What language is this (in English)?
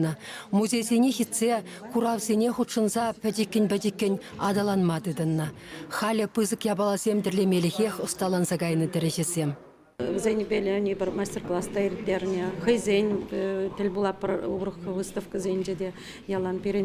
Chuvash